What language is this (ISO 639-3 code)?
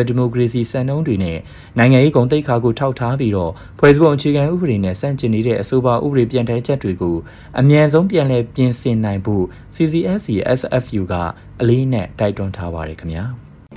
mya